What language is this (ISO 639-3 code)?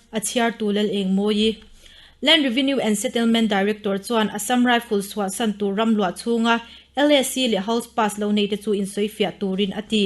lus